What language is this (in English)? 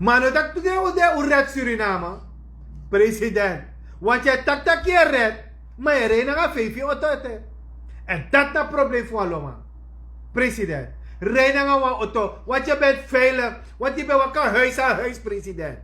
Sranan Tongo